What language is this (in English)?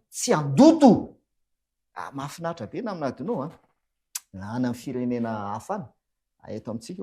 Malagasy